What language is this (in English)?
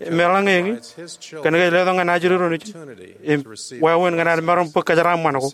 Marshallese